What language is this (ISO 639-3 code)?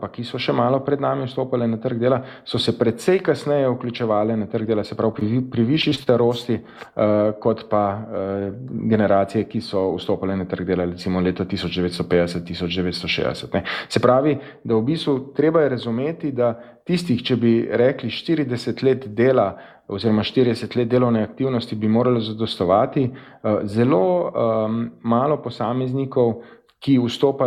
slv